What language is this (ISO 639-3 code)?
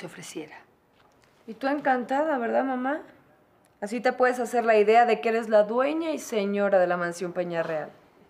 spa